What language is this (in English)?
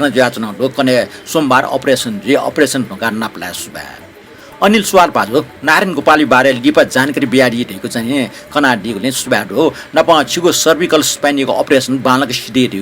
Newari